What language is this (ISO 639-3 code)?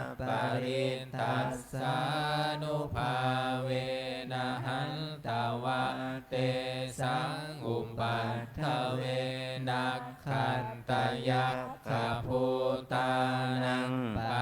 pli